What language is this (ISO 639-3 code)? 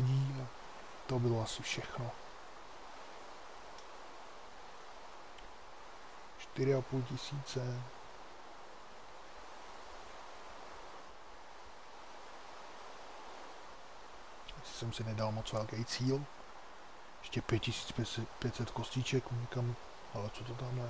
ces